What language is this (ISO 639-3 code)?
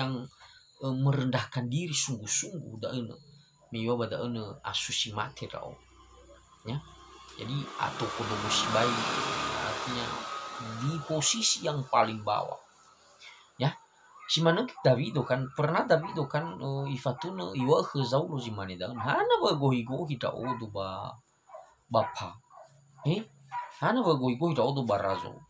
nia